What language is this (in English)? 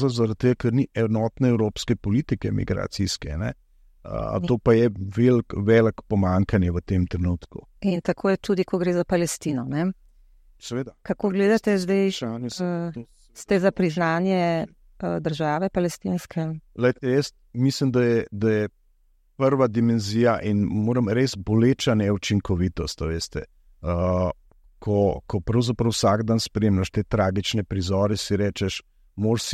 Slovenian